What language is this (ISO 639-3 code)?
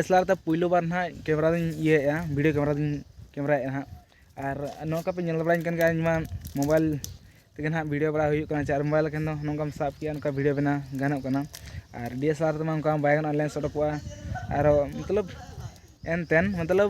sat